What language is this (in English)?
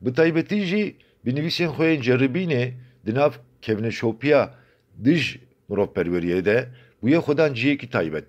Kurdish